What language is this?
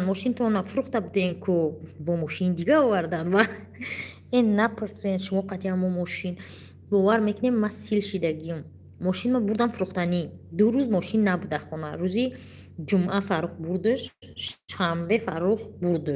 Tajik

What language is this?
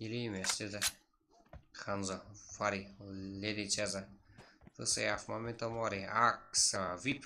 Kara-Kalpak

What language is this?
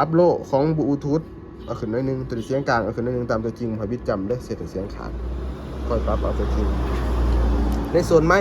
Lao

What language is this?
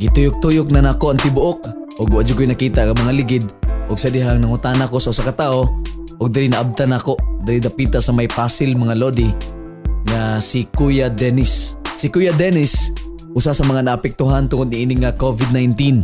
Cebuano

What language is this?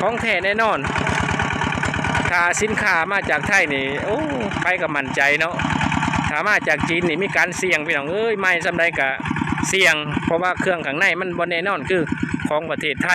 Lao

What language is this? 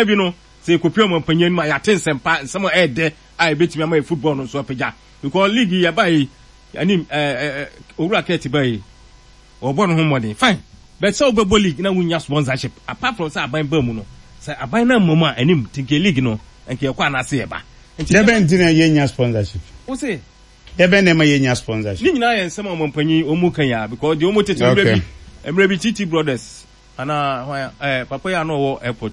Akan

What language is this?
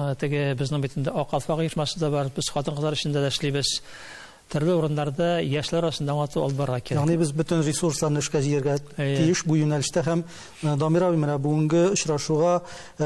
Tatar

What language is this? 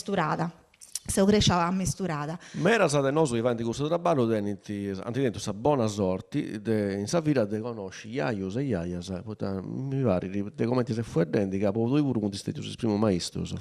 Sardinian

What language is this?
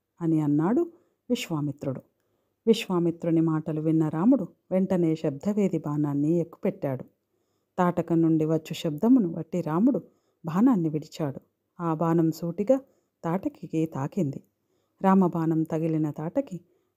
Telugu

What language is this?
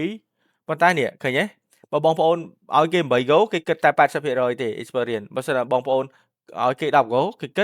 Khmer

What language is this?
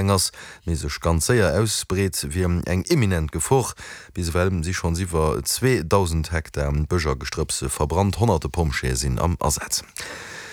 Luxembourgish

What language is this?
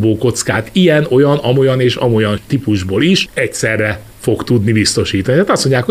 Hungarian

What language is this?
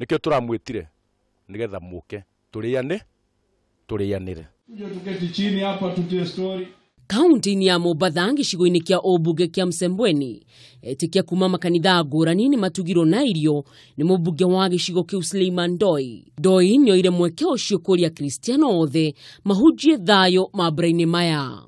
Kikuyu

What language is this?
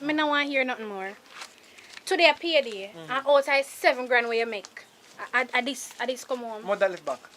Jamaican Creole English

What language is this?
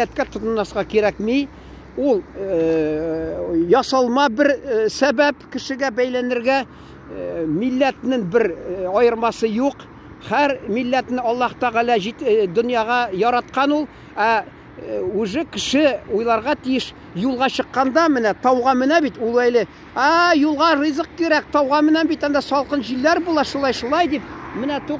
Tatar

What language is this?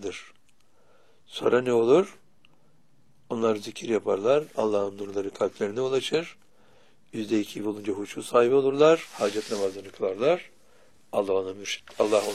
Turkish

